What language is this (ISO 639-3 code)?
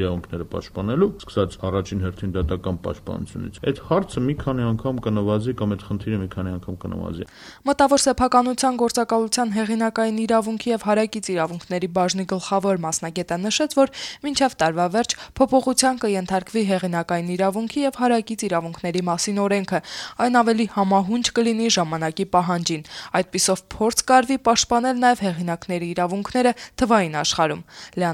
hye